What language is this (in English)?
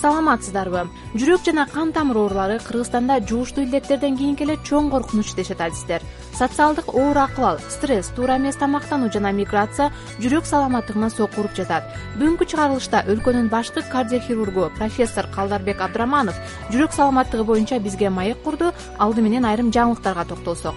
Kyrgyz